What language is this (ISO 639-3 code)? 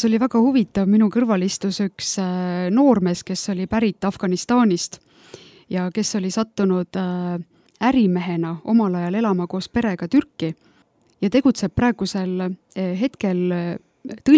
est